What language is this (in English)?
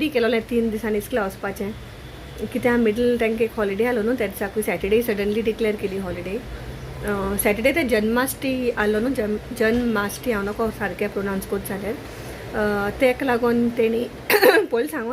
Konkani